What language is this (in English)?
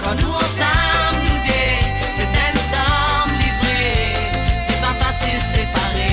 Morisyen